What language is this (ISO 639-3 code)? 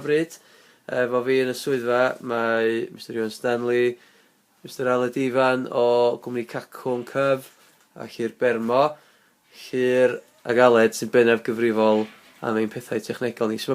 cym